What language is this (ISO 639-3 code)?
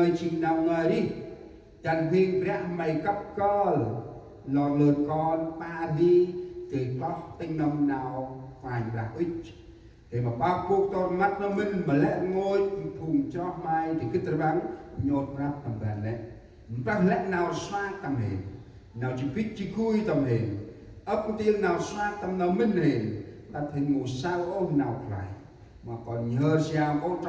cmo